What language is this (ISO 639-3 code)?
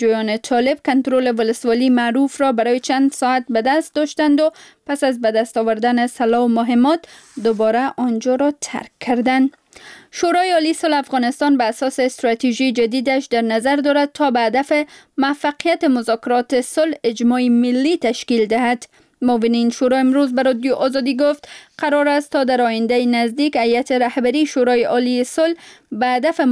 fas